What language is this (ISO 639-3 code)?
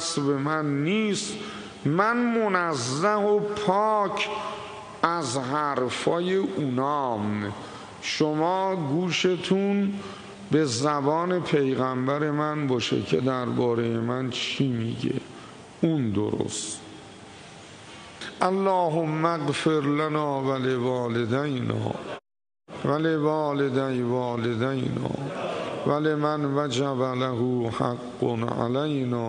fas